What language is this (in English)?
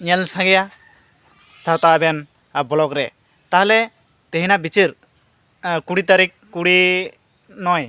Santali